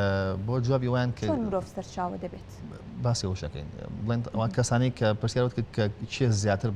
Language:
Central Kurdish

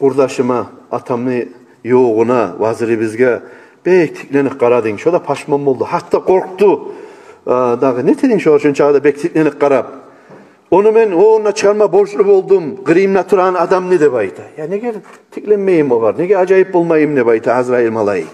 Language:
Kumyk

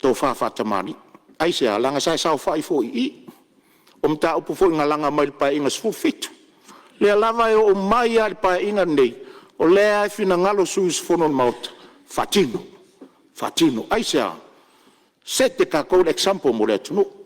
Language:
Samoan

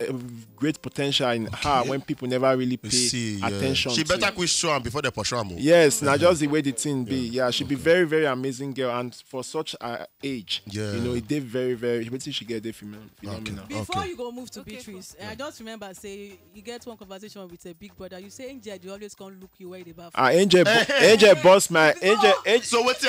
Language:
Nigerian Pidgin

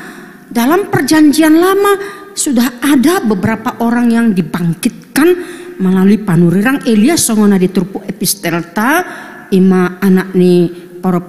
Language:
Batak Toba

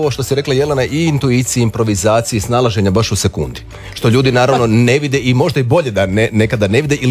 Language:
Croatian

